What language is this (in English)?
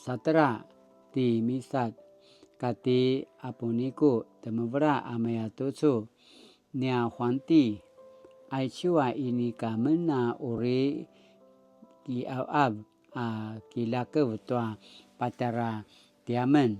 Paiwan